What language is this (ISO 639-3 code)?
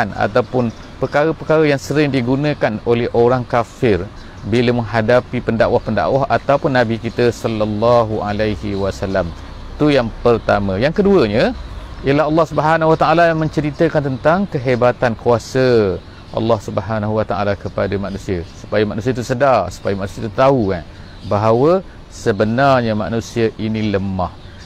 msa